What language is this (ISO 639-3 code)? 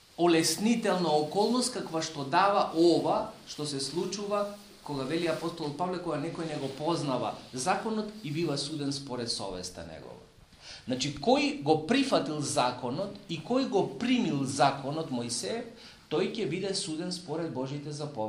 mkd